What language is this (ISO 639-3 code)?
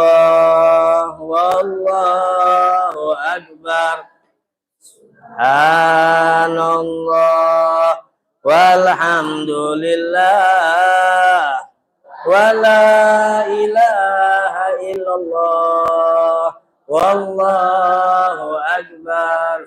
mui